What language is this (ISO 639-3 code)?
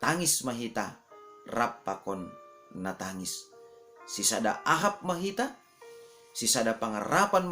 bts